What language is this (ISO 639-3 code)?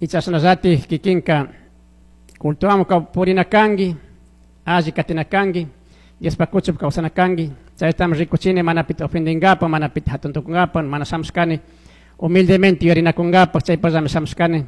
qug